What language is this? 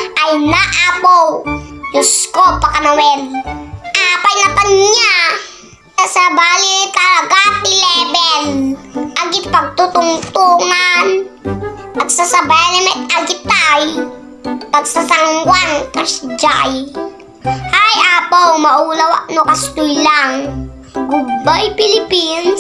Iloko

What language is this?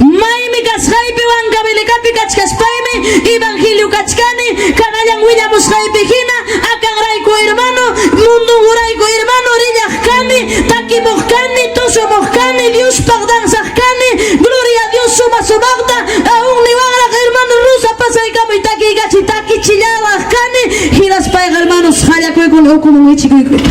Ayacucho Quechua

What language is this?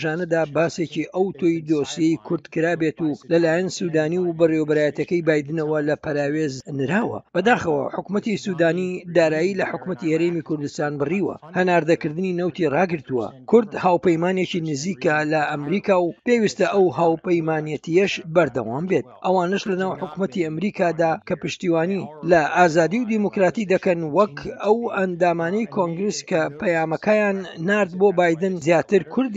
Central Kurdish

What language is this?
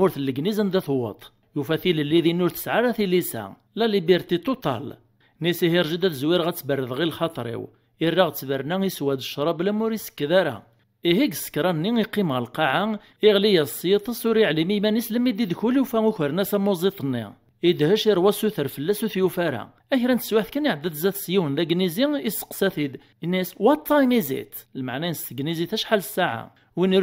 Kabyle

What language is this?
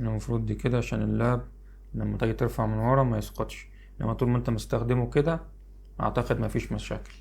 Egyptian Arabic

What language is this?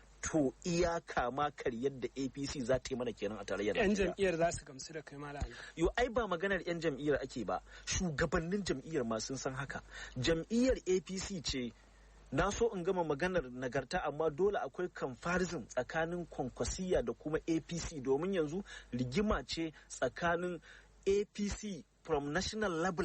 Hausa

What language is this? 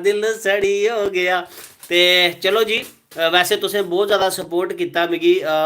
Dogri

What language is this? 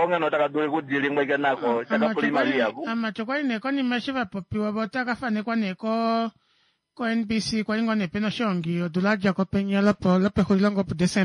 Kuanyama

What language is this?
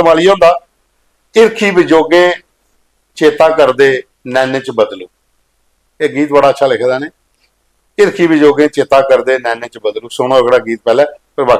Dogri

